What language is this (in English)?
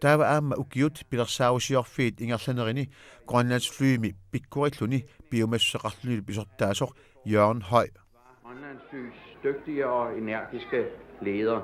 Kalaallisut